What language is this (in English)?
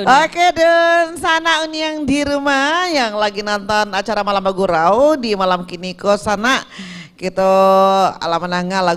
Minangkabau